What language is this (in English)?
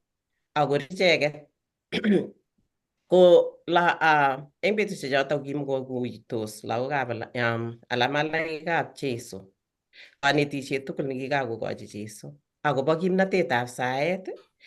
Kalenjin